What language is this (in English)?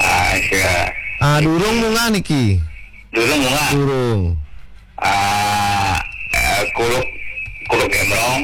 Balinese